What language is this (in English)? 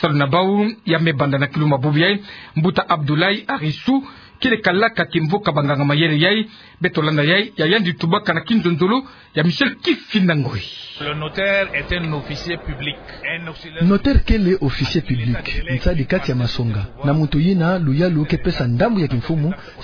Kituba (Democratic Republic of Congo)